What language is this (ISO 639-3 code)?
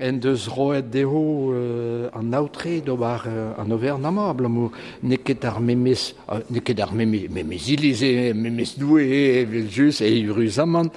bre